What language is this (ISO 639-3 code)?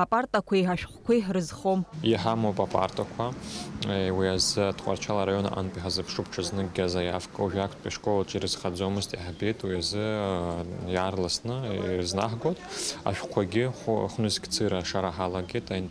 abk